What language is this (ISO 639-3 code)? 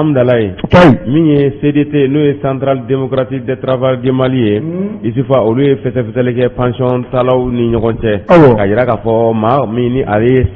bam